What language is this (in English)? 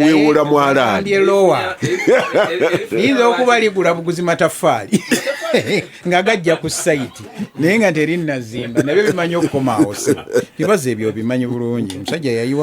Ganda